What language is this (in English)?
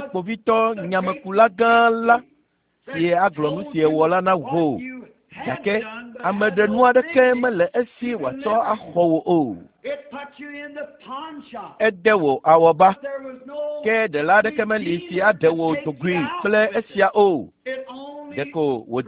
Ewe